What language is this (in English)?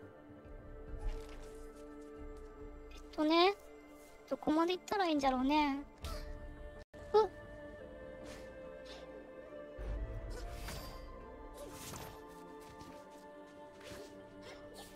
Japanese